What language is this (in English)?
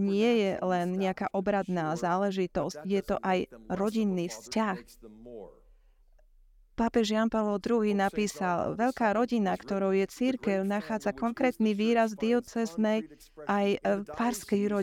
Slovak